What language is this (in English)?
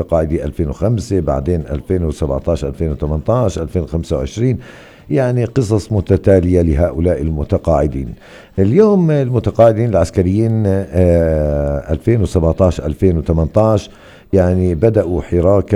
North Levantine Arabic